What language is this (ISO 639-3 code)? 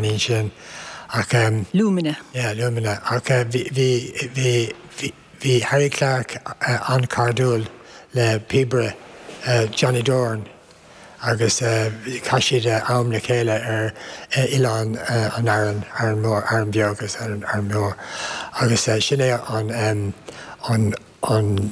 gle